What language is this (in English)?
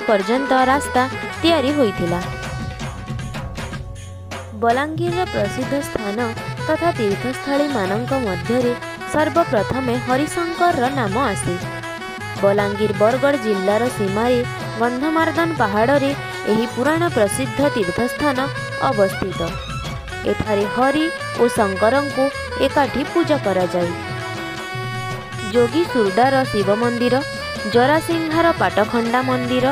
Odia